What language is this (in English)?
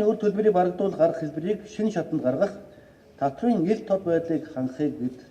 Mongolian